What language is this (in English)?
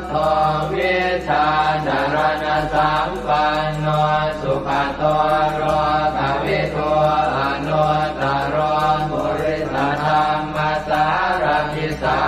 Pali